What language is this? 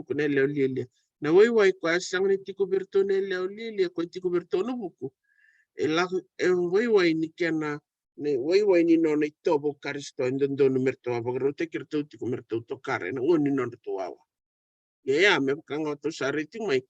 Fijian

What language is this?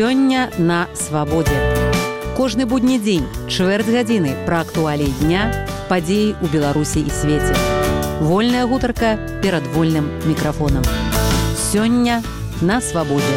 Belarusian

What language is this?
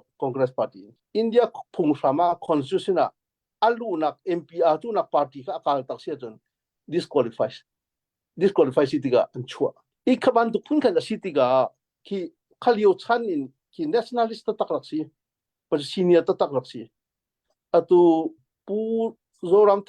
Hakha Chin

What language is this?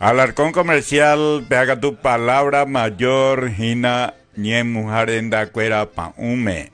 Guarani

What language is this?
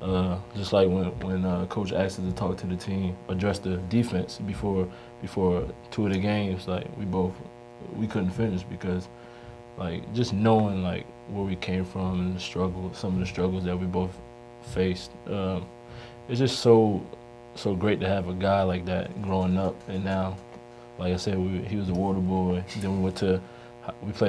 English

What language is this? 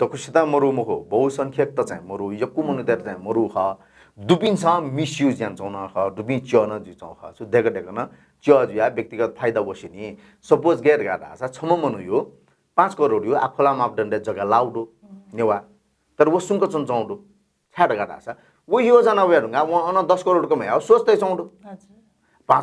Newari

